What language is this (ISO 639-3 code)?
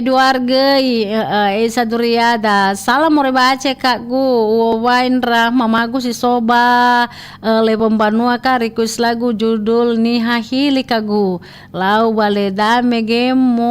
nia